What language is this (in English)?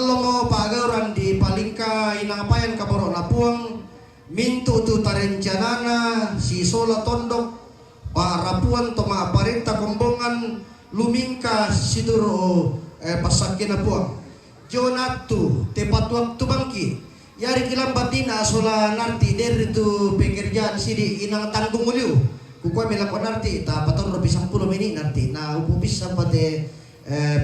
Toraja-Sa'dan